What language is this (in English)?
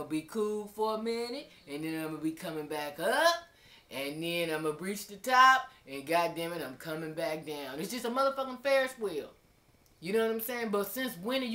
English